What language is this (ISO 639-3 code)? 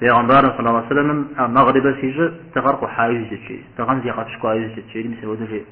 kbd